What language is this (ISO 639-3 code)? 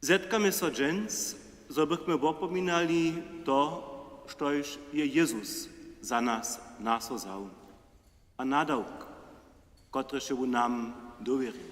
hsb